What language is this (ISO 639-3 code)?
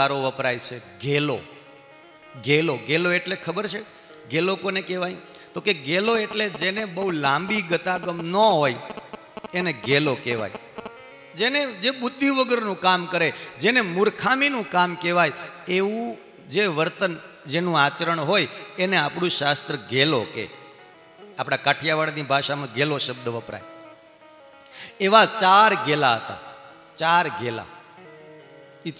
guj